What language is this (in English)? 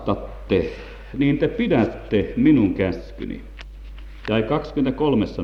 Finnish